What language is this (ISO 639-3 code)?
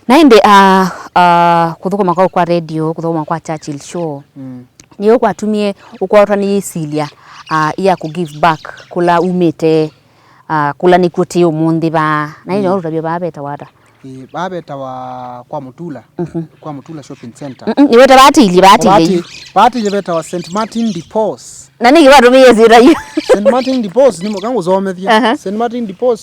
kam